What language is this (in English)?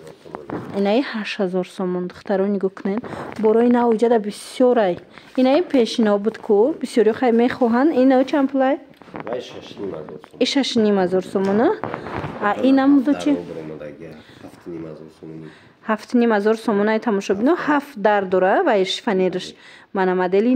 Tajik